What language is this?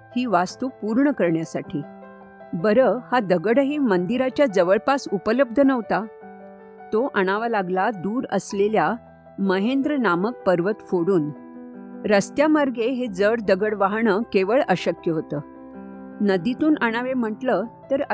Marathi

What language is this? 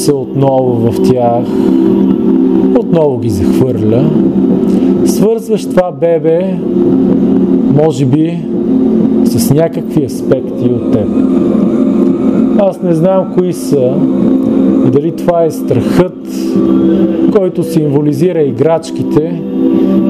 Bulgarian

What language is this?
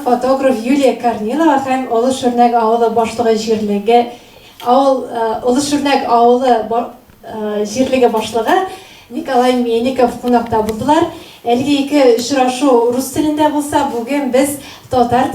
Tatar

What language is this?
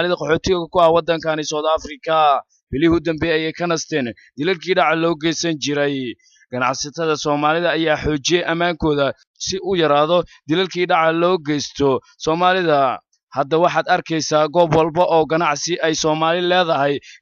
Somali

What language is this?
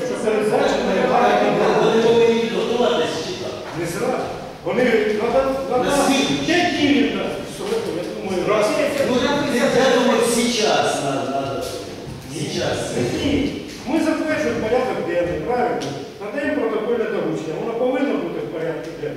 Ukrainian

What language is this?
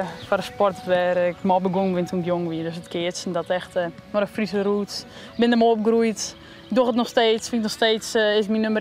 Western Frisian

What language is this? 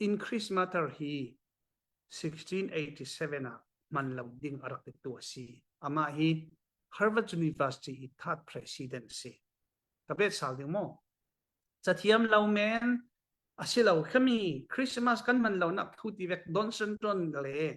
Falam Chin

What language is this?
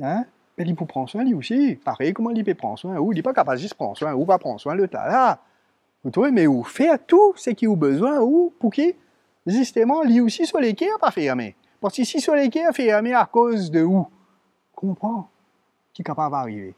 Morisyen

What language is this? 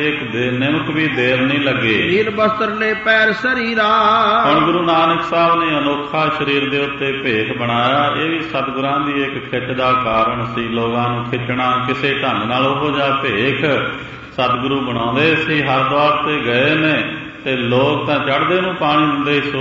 Punjabi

